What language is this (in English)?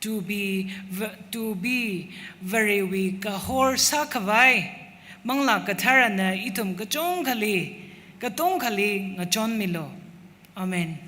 Tangkhul Naga (India)